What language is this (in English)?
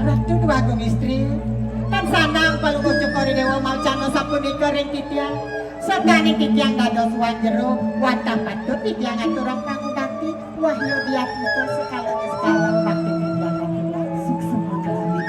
Balinese